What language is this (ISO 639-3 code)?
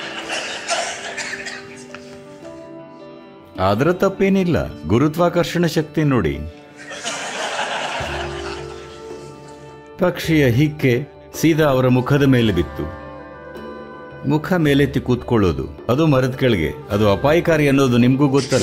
kan